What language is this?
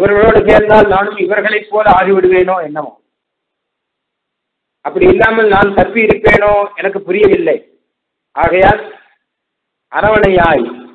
Tamil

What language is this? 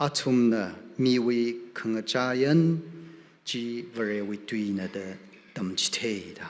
Tangkhul Naga (India)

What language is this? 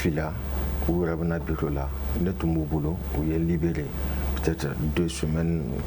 Bambara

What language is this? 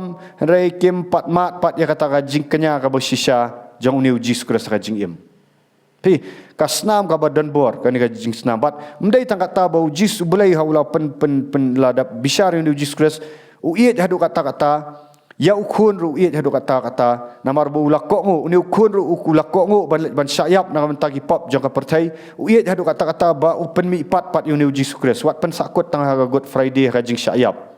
Khasi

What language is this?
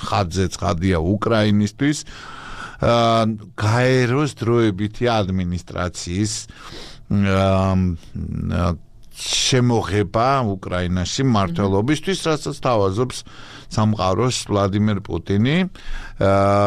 Georgian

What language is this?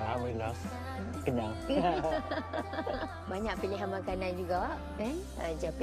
Malay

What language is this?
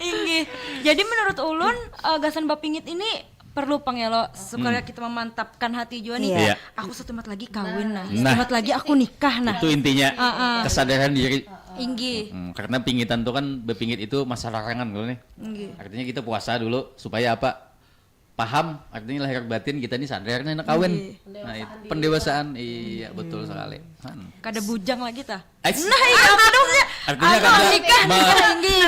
Banjar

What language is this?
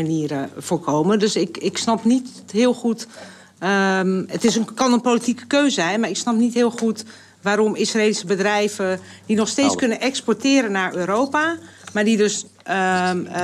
Dutch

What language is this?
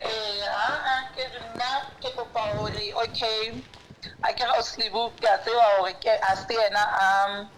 Southern Sotho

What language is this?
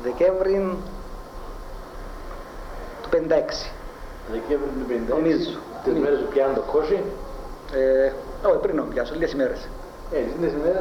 Greek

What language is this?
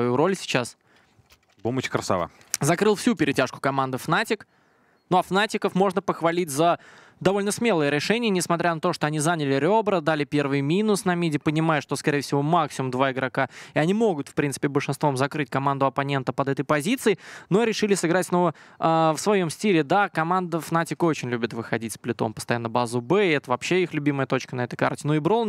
Russian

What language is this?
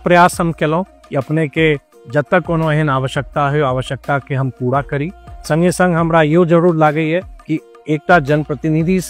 Maithili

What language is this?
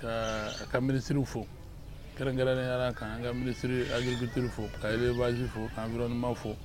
Bambara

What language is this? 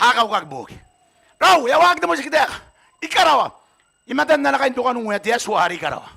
Gilbertese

